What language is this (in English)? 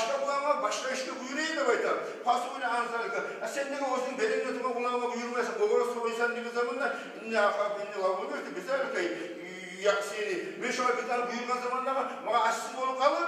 Kumyk